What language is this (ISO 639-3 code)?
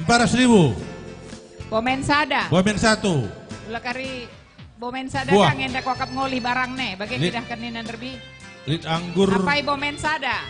btx